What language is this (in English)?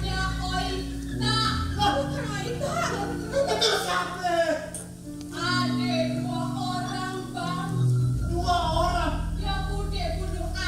Betawi